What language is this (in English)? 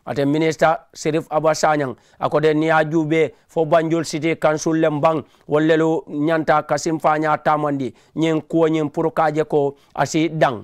Mandingo